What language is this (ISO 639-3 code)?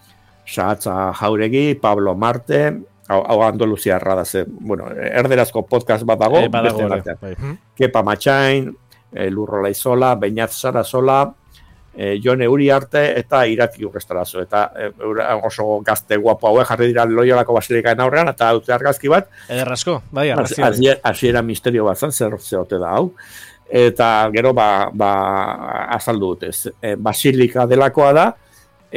eus